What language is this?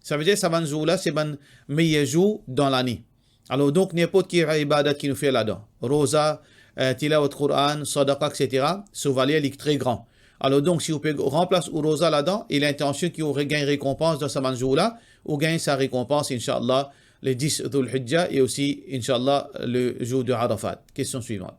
Morisyen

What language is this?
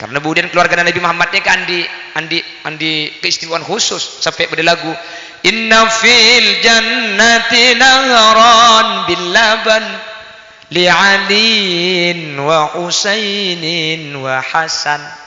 Madurese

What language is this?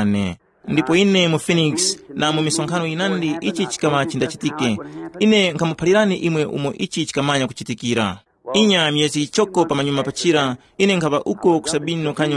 Tumbuka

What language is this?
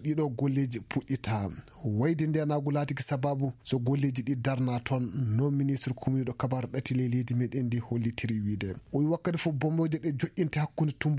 Fula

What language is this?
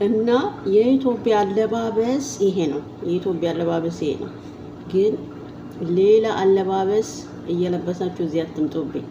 Amharic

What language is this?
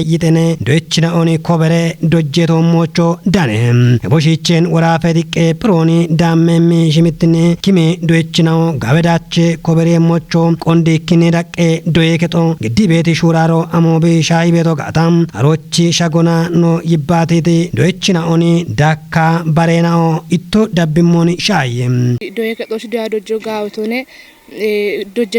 Kafa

